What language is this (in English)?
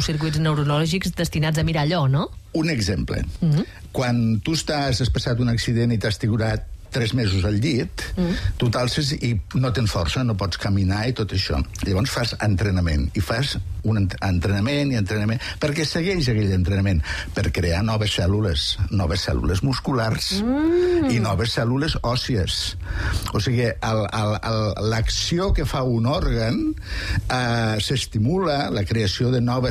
Catalan